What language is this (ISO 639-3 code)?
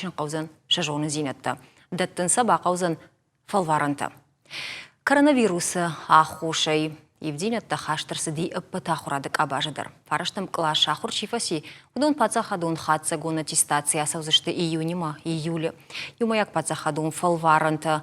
oss